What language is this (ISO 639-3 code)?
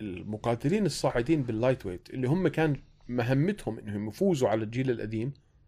apc